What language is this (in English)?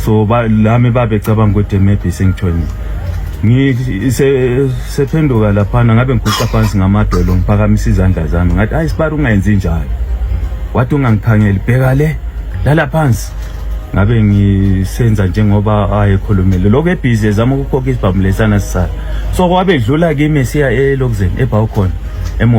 Zulu